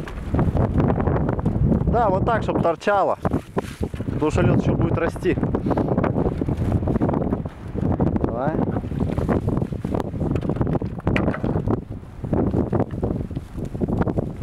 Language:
Russian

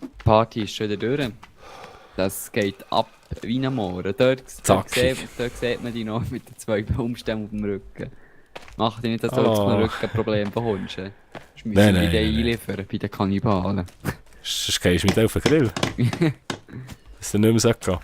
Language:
Swiss German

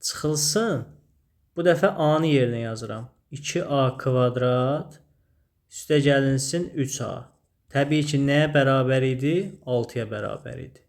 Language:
Azerbaijani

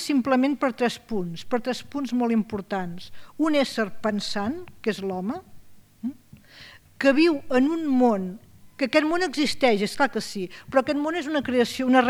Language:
Catalan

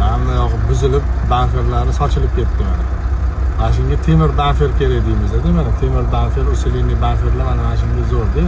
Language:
Uzbek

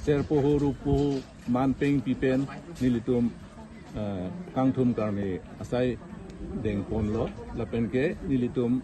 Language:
Karbi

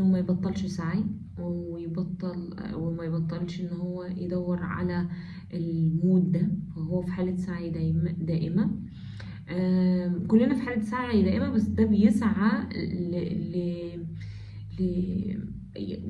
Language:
Egyptian Arabic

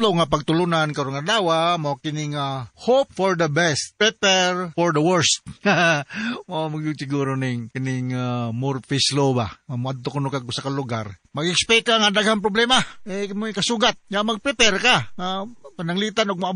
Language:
Cebuano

